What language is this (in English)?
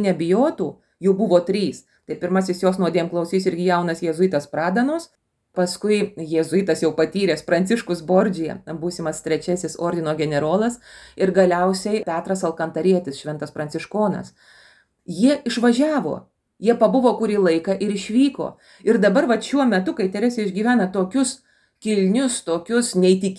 Lithuanian